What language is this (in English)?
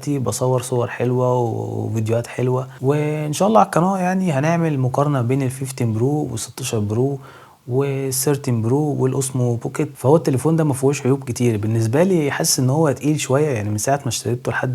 Egyptian Arabic